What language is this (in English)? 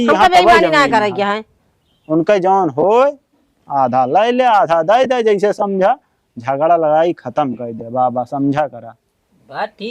Awadhi